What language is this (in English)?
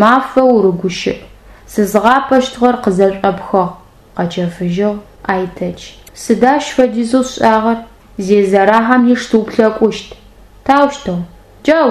Adyghe